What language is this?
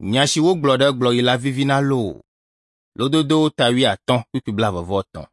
Ewe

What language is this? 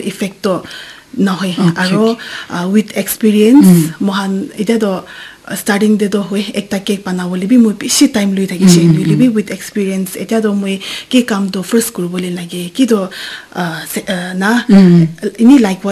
Naga Pidgin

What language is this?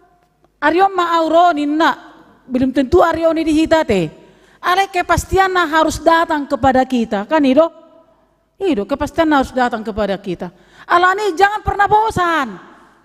Batak Toba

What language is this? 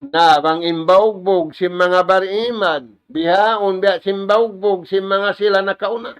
Tausug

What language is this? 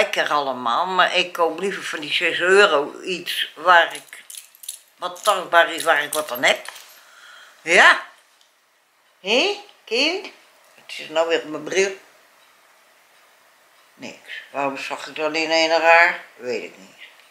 Dutch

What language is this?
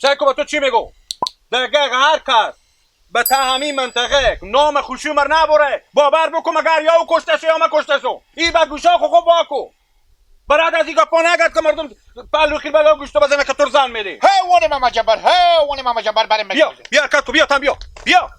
Hazaragi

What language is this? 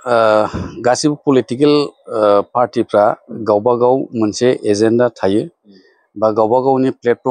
Bodo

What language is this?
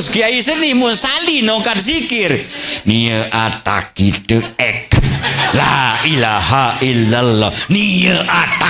Sasak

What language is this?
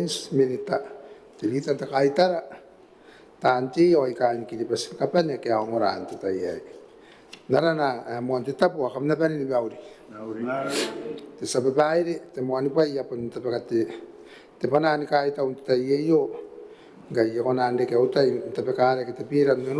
Gilbertese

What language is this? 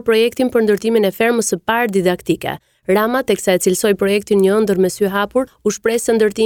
Albanian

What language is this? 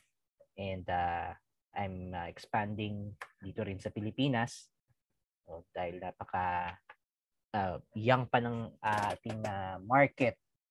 Filipino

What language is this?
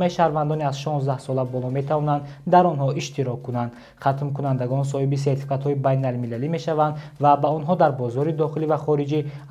Tajik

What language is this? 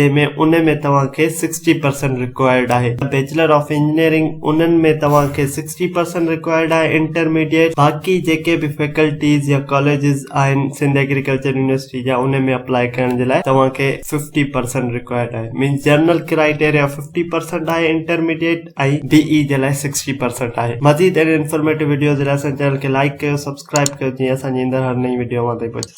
Sindhi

